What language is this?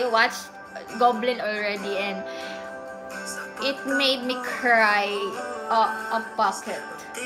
Filipino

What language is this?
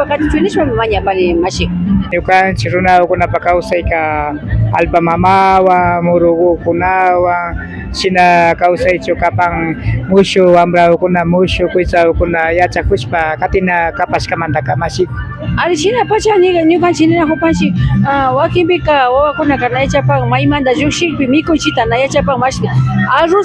Imbabura Highland Quichua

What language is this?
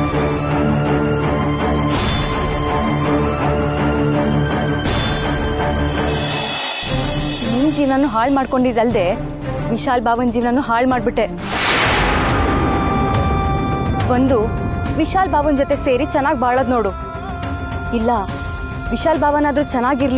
Kannada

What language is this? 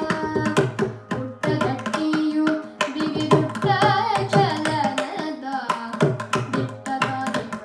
Kannada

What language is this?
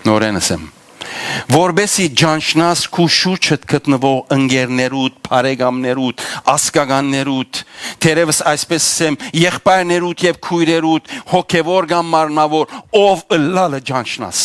Western Armenian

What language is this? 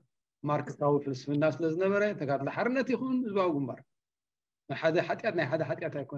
Tigrinya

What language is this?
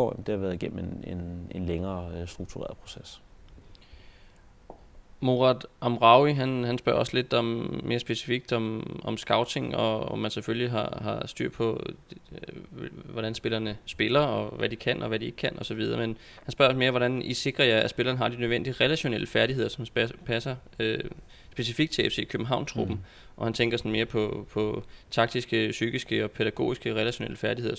Danish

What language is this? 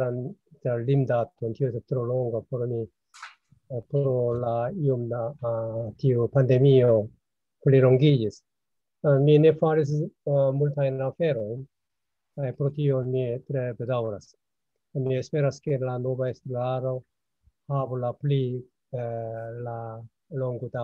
Esperanto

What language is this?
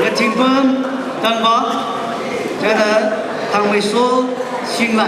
Tangkhul Naga (India)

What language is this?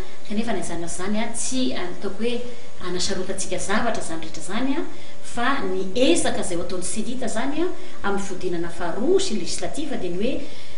Malagasy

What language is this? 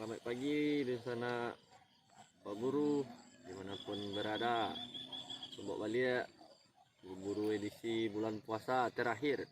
Minangkabau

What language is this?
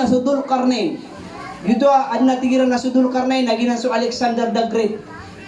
Maranao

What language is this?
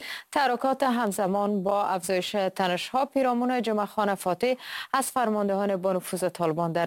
Persian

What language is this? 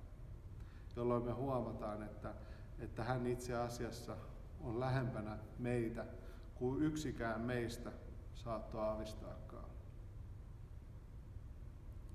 Finnish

